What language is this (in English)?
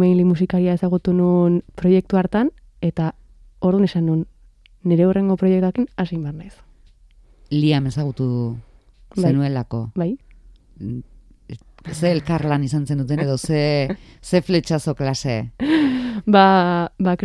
Basque